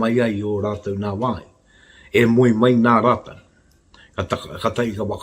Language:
Māori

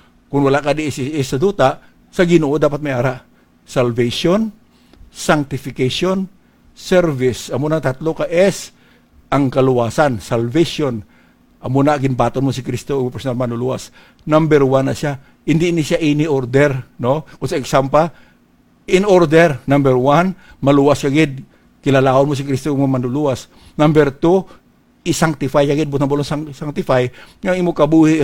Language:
Hiligaynon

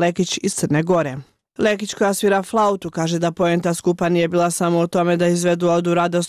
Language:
Serbian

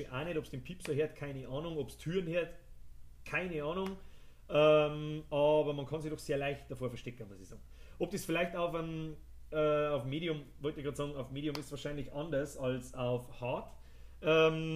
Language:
Bavarian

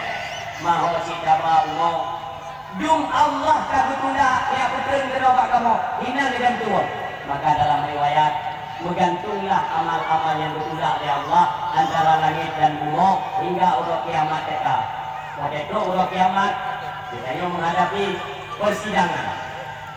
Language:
Achinese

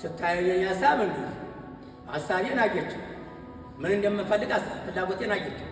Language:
Amharic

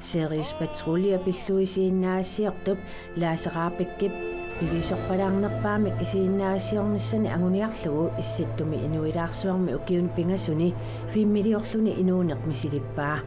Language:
Kalaallisut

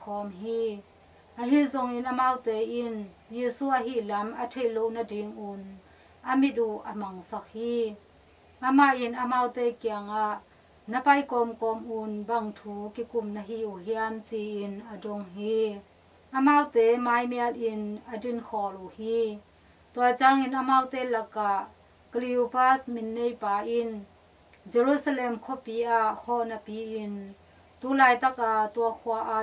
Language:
Tedim Chin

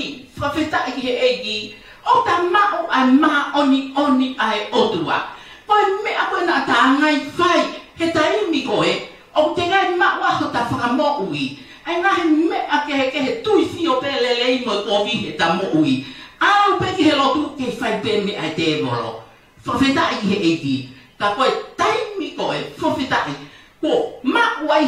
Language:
Tongan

